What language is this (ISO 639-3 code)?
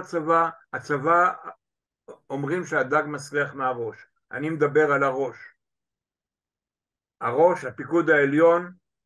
heb